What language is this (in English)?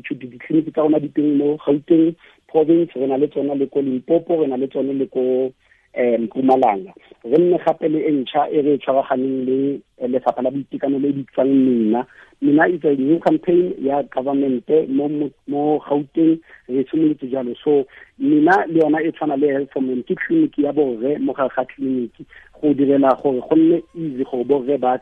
Tswana